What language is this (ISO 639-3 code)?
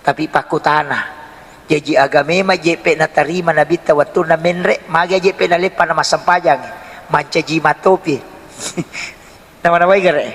bug